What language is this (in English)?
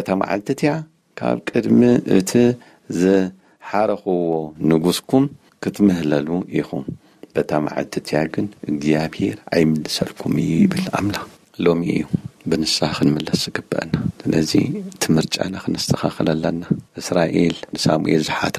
Tigrinya